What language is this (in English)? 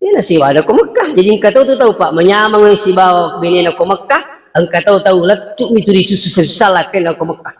Buginese